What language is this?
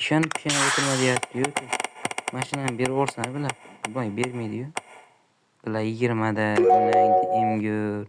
Uzbek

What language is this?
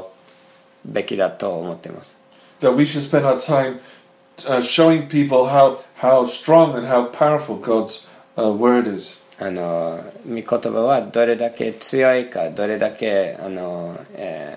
Japanese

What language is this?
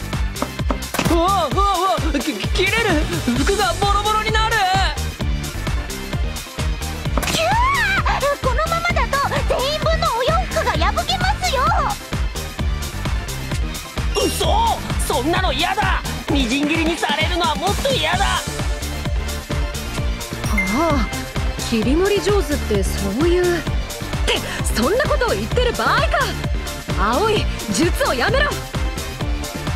Japanese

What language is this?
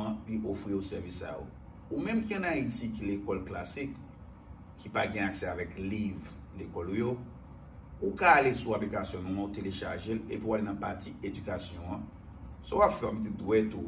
Haitian Creole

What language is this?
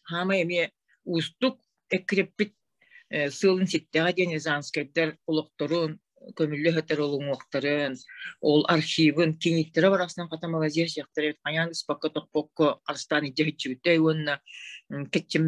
Yakut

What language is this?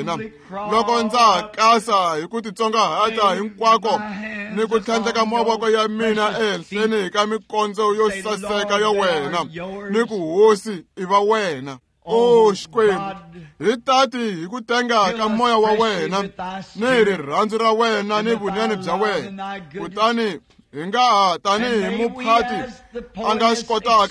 Tsonga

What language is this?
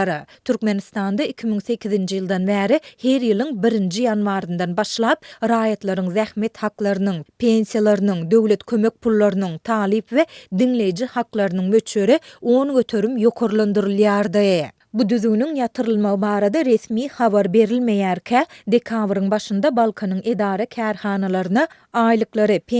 Turkmen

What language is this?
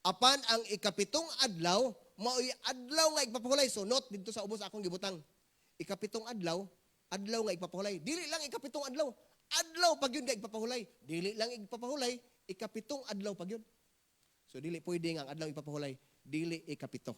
Cebuano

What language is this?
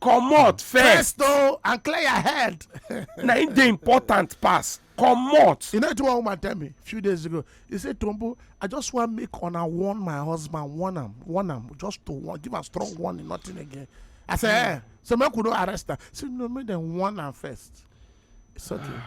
Nigerian Pidgin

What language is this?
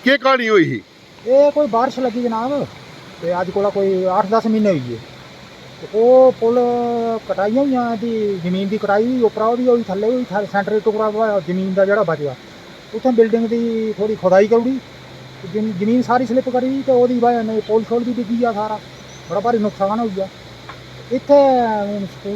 Dogri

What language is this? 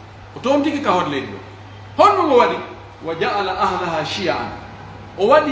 Pular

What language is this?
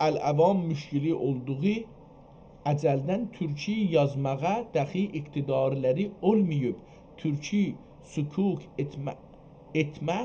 South Azerbaijani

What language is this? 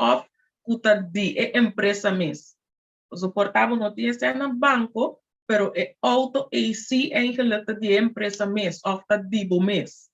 Papiamento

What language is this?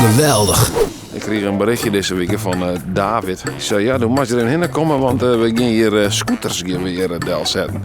Western Frisian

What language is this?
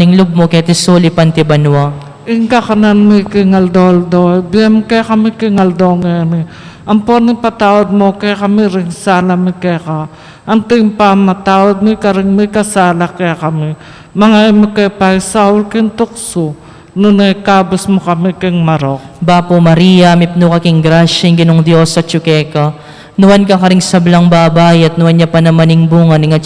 Pampanga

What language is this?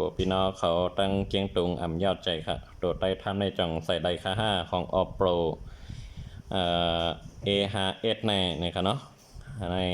Shan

